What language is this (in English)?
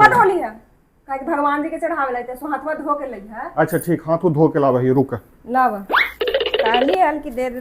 Magahi